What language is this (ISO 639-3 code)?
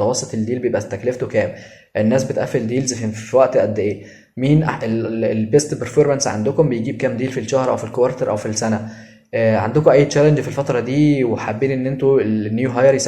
arz